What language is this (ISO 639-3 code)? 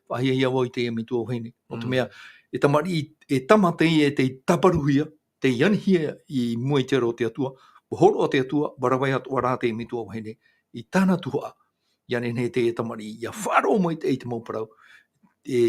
tah